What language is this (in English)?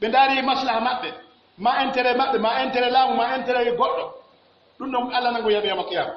Pular